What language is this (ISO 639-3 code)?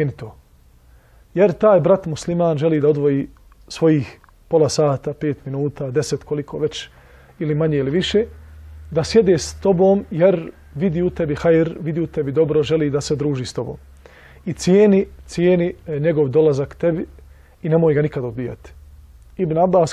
bos